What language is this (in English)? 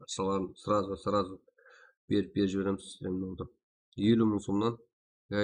Kara-Kalpak